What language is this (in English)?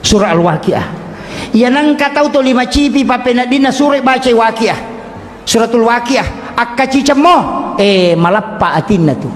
Buginese